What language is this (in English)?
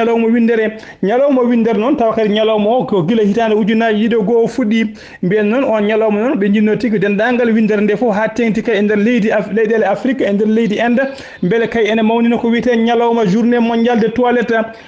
Fula